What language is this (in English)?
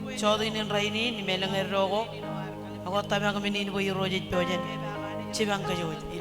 Marshallese